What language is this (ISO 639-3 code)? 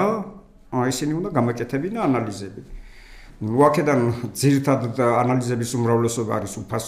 kat